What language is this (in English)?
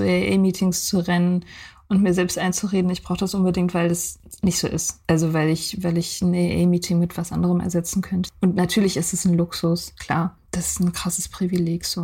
German